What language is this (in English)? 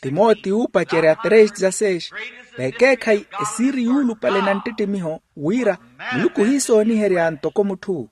Makhuwa